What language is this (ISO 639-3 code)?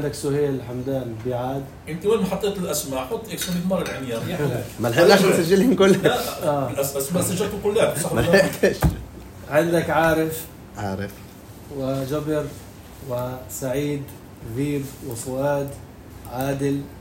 apc